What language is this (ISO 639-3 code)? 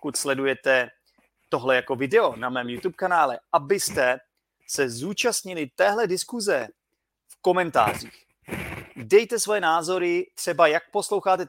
ces